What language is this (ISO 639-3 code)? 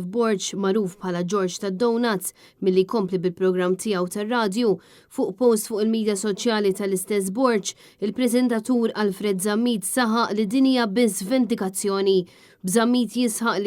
mlt